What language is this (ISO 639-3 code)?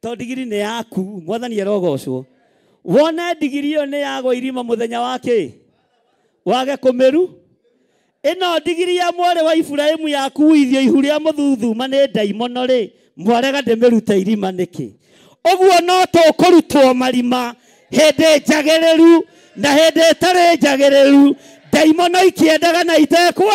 kik